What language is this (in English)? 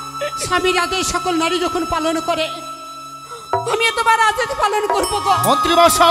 Bangla